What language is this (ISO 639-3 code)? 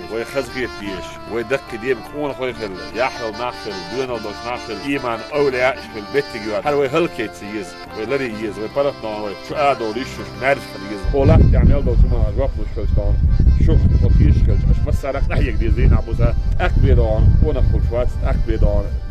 che